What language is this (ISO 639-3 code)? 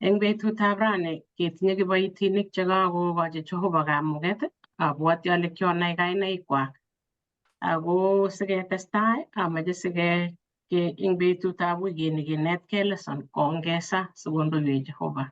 kln